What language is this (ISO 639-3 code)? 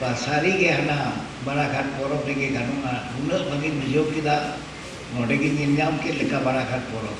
sat